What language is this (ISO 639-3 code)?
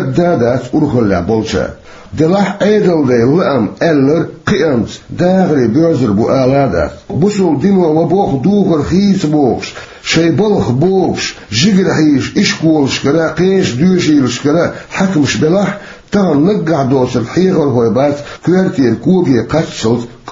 che